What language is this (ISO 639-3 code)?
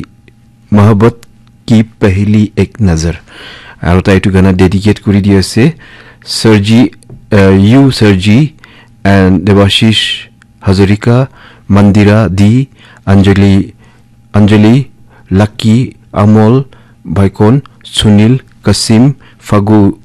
nag